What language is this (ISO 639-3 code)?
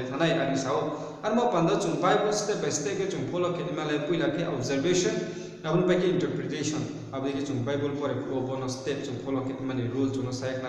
ria